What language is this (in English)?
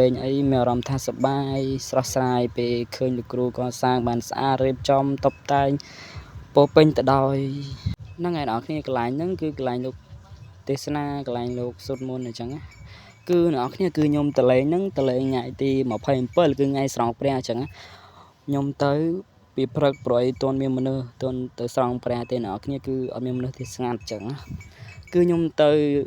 Khmer